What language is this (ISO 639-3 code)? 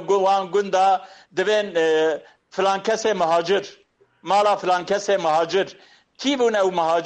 kur